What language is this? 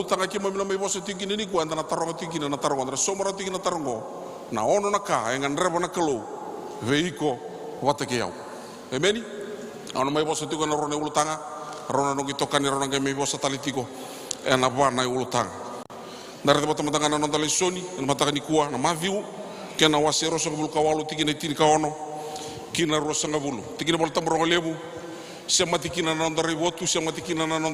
Fijian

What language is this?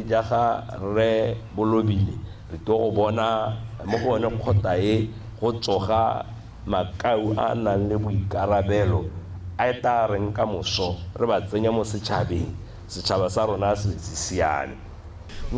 Tswana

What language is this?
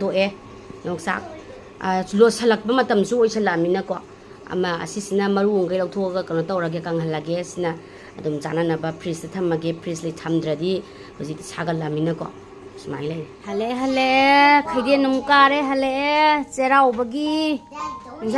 Manipuri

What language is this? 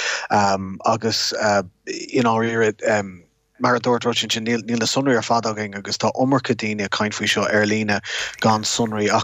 Irish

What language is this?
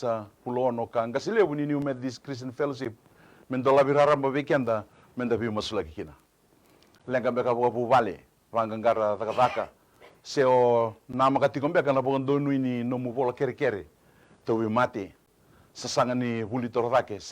Fijian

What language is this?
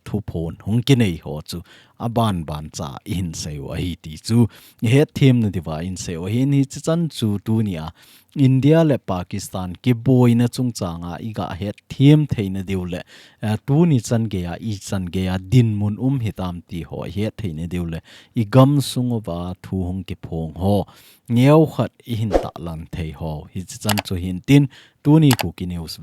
Thado Chin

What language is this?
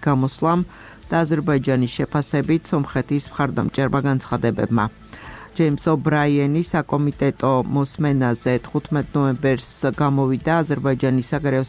Georgian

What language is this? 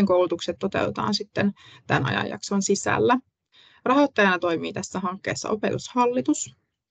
Finnish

